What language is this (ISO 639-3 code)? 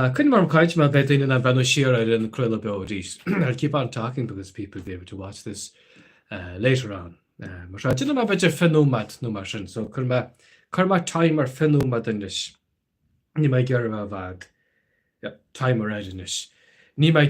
gle